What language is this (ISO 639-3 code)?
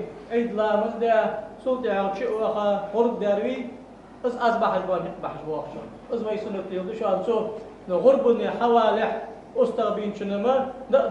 inh